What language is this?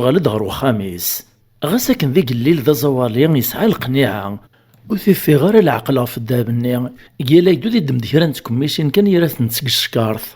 Kabyle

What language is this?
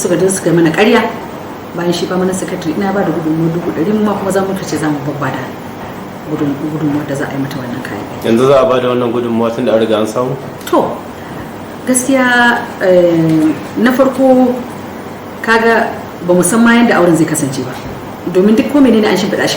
Hausa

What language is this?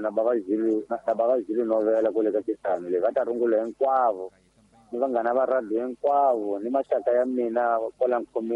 Tsonga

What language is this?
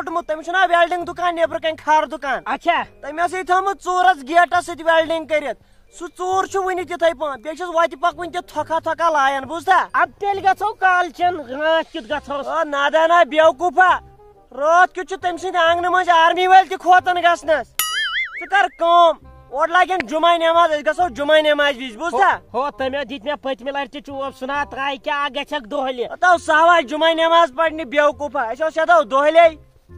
Kashmiri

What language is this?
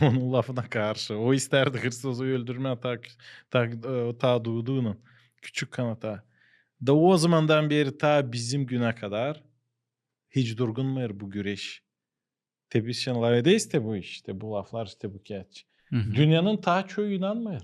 Gagauz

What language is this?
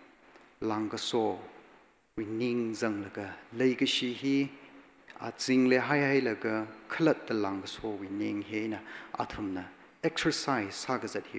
Tangkhul Naga (India)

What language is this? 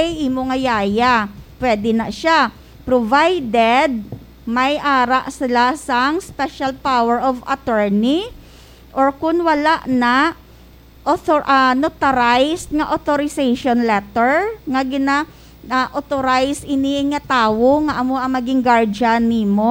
Hiligaynon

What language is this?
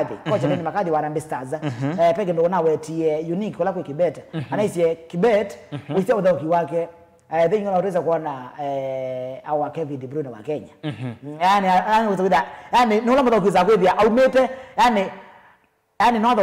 Kamba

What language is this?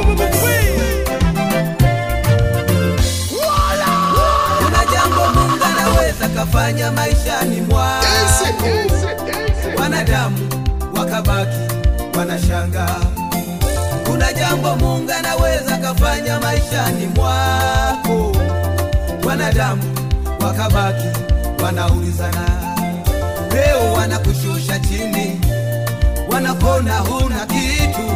Swahili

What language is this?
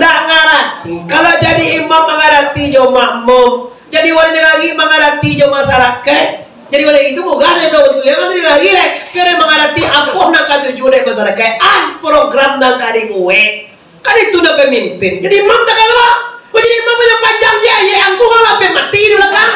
Minangkabau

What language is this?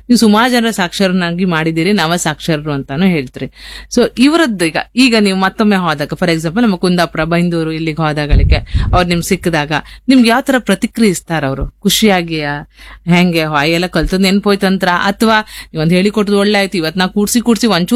Kannada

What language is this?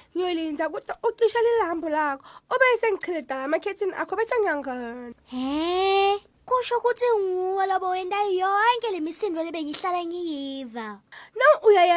Swati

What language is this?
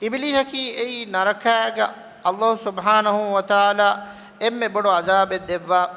Divehi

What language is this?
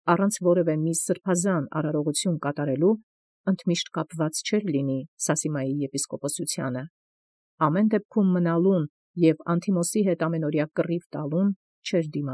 Armenian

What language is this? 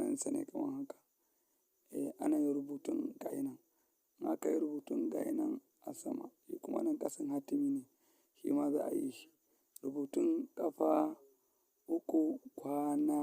Hausa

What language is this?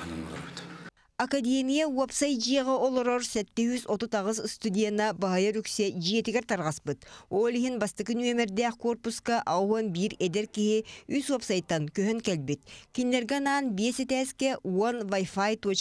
Yakut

